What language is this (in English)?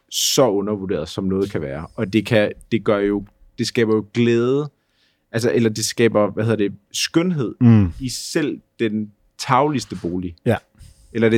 Danish